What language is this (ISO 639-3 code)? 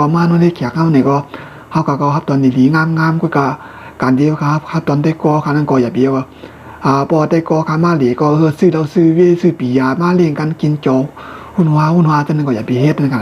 shn